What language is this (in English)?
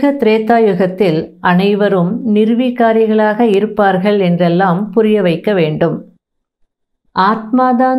Tamil